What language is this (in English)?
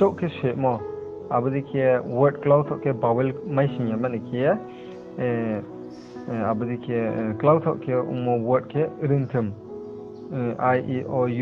Riang (India)